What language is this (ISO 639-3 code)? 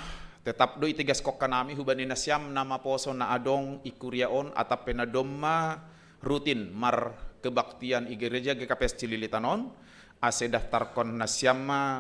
bts